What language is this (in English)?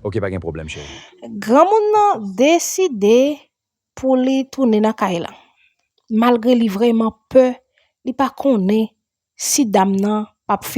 Haitian Creole